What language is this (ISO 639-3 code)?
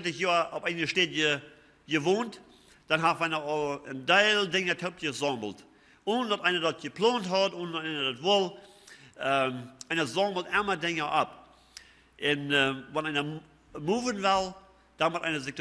pdt